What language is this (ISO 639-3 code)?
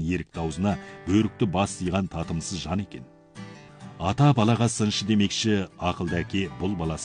kaz